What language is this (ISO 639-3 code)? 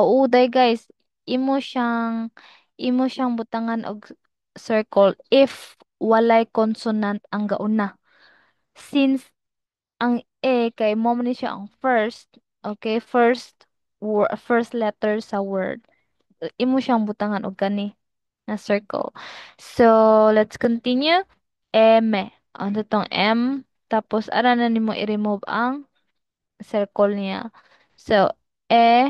ceb